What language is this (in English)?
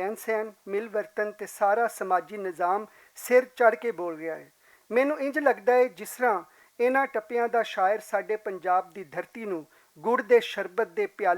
Western Panjabi